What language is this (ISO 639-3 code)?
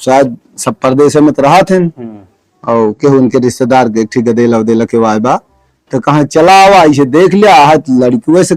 awa